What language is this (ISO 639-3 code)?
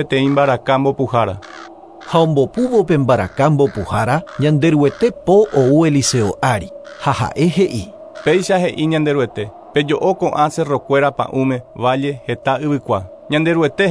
grn